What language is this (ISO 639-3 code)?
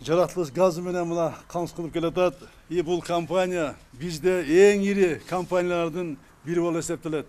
kir